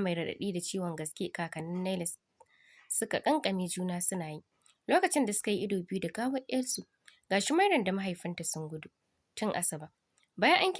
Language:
Hausa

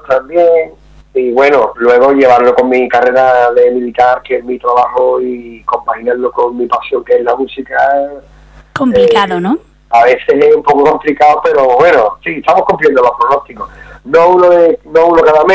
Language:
Spanish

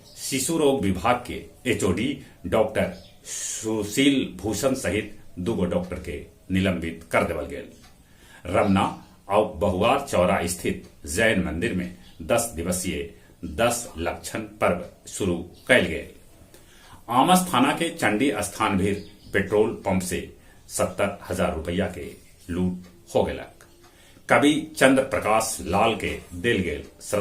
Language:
Magahi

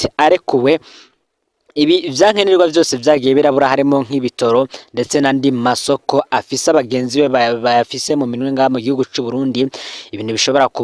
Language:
Rundi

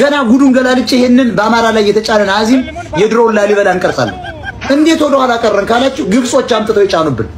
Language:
Amharic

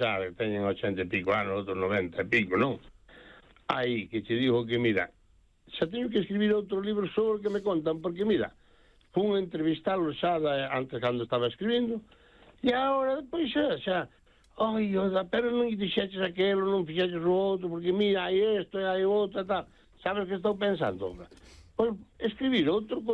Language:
Galician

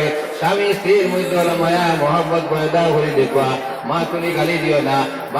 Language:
Sylheti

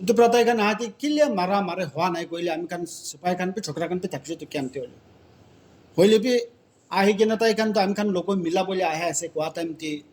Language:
Naga Pidgin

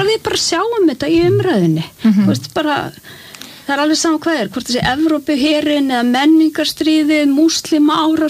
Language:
Icelandic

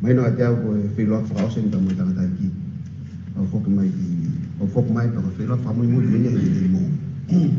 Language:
Tongan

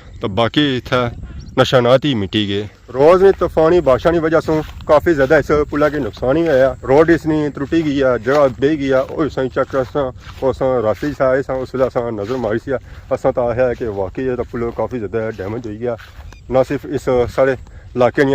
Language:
Pahari-Potwari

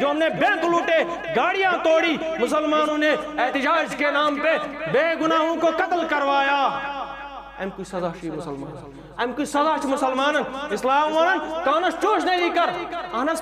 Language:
Kashmiri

